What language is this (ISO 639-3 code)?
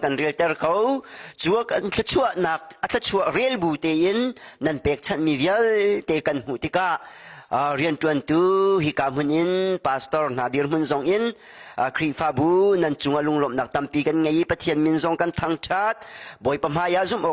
cnh